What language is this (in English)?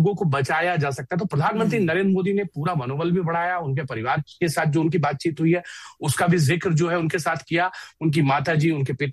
Hindi